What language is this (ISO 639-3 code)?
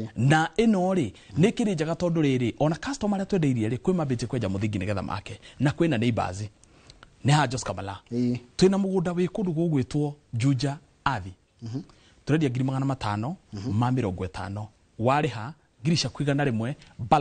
kik